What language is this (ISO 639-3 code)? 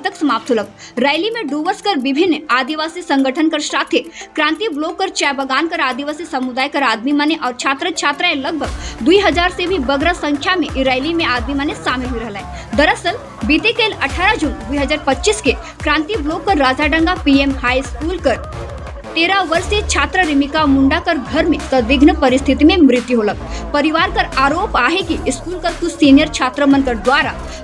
sck